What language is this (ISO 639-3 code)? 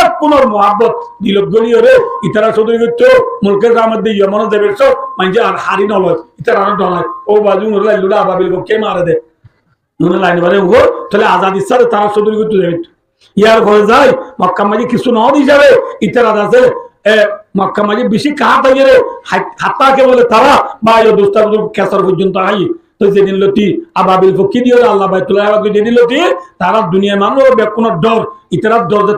rhg